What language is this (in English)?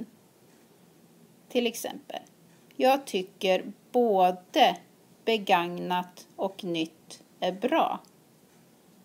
Swedish